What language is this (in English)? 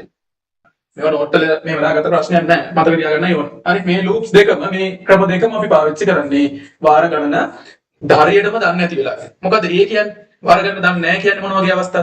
Sinhala